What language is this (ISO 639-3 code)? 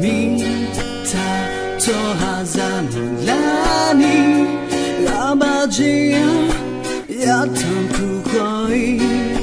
ahk